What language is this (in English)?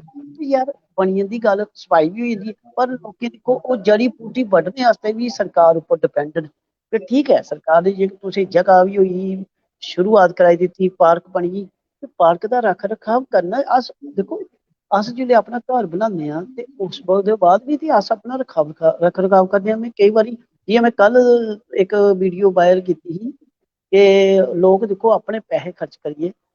Dogri